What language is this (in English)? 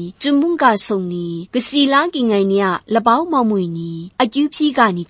Kachin